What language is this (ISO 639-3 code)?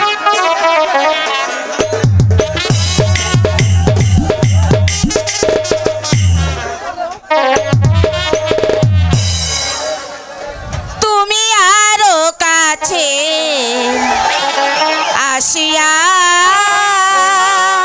ben